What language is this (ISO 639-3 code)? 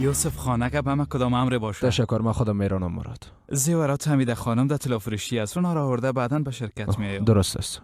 fas